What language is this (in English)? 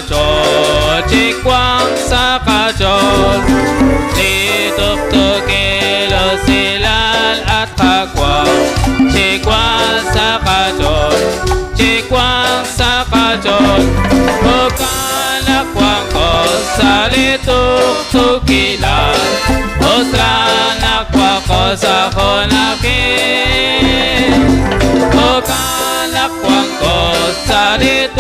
Kekchí